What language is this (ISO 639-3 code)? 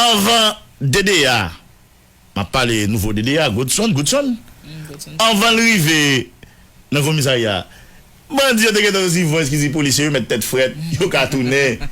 hat